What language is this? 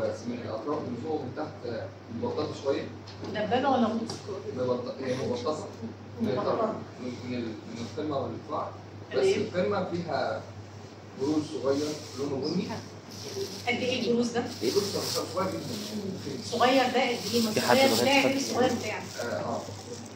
Egyptian Arabic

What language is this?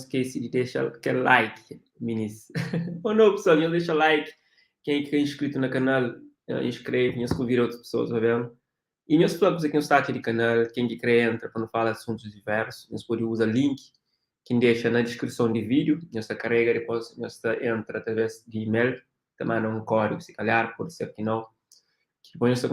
Kabuverdianu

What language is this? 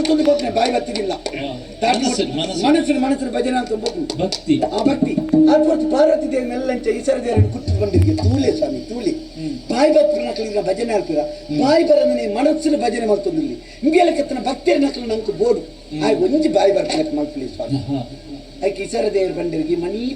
Tulu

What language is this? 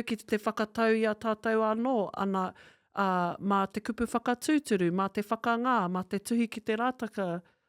Māori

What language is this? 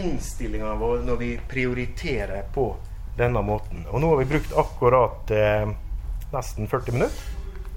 Norwegian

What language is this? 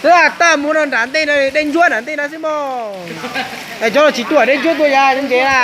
Hmong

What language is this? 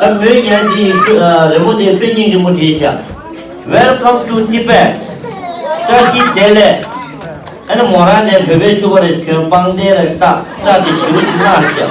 Tibetan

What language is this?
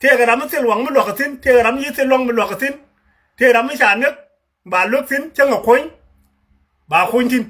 Nuer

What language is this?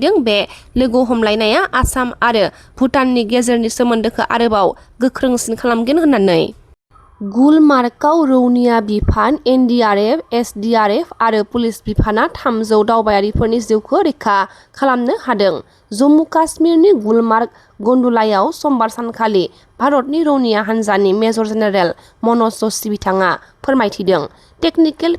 Bodo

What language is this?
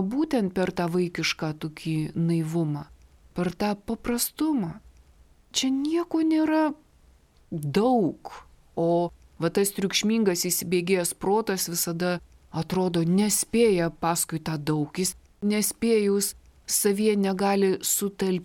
Lithuanian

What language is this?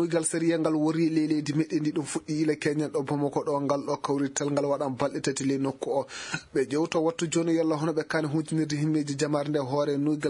Fula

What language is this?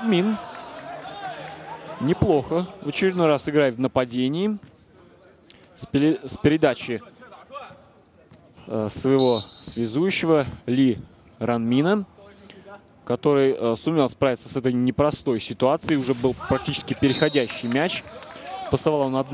Russian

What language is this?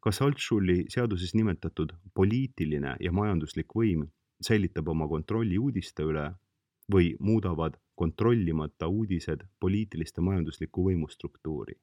Estonian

